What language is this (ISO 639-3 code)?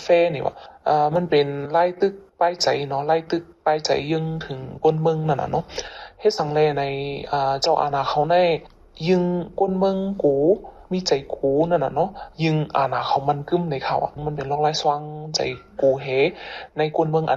shn